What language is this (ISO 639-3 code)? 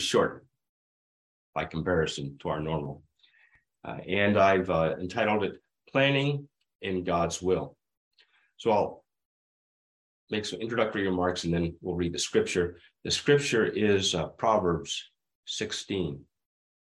eng